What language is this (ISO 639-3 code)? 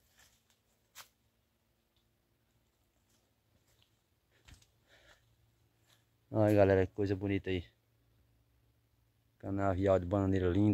por